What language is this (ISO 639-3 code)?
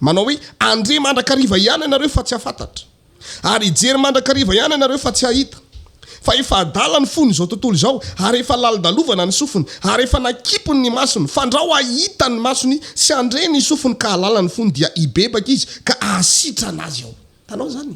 mlg